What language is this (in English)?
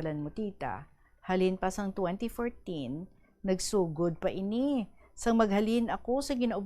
Hiligaynon